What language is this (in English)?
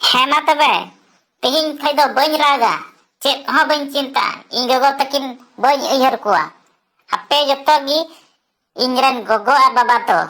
Santali